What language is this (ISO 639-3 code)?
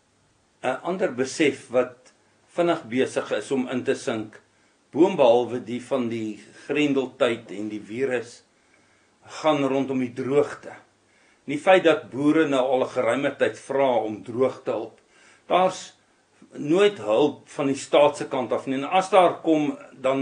afr